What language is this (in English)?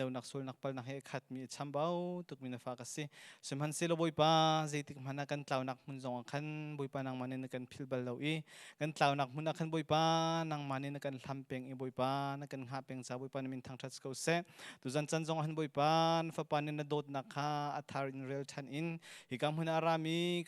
Hakha Chin